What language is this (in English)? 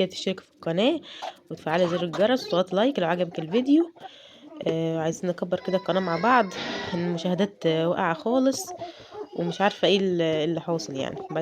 Egyptian Arabic